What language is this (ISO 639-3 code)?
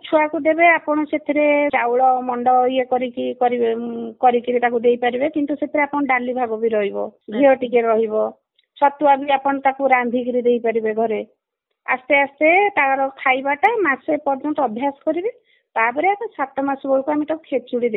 ori